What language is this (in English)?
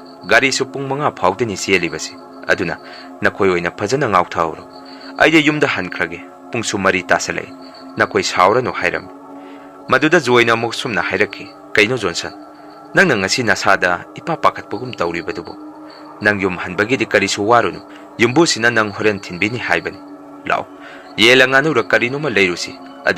Manipuri